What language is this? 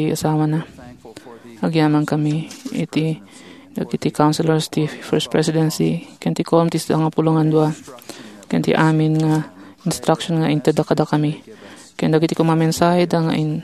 Iloko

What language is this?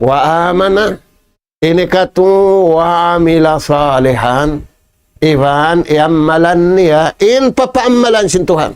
Tausug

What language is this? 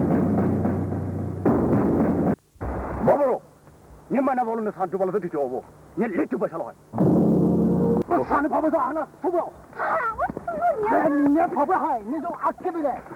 Poumei Naga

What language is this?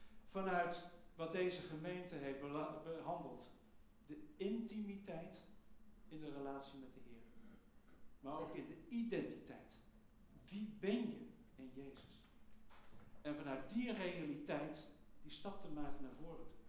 Dutch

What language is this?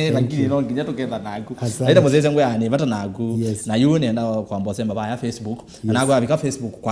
Kamba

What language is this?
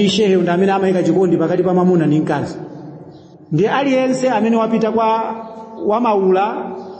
Nyanja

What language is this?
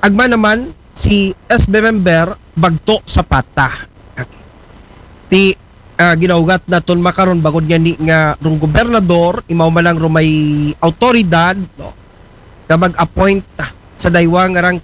Aklanon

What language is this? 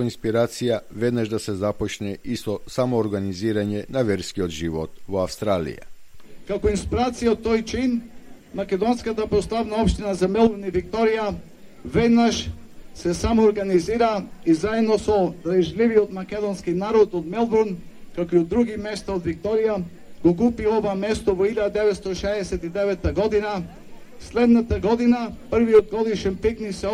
Macedonian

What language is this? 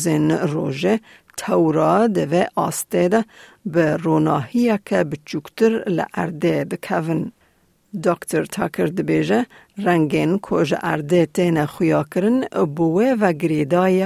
Kurdish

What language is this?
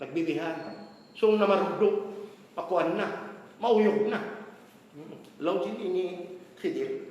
Tausug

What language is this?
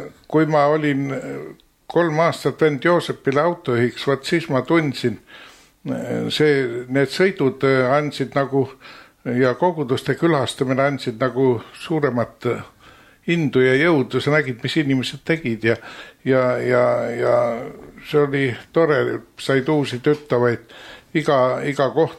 Estonian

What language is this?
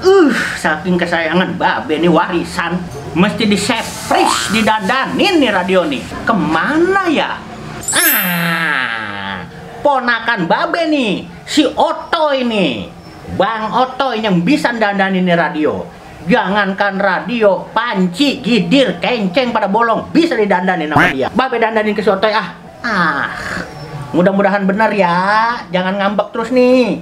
Betawi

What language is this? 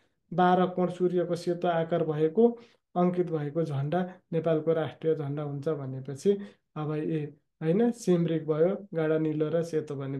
Nepali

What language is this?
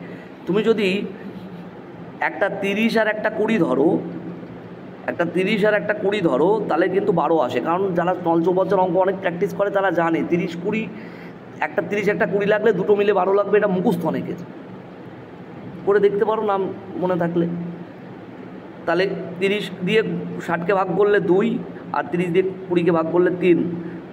Bangla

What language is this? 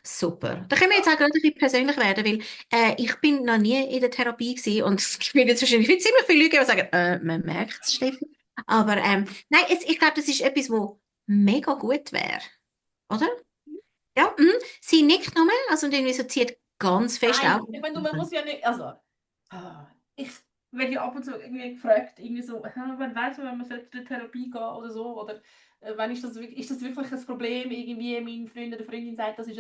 Swiss German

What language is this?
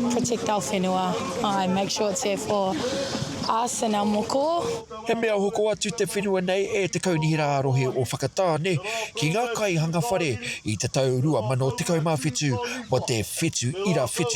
Māori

